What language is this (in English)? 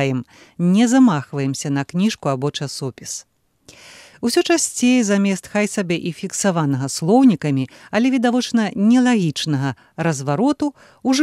Belarusian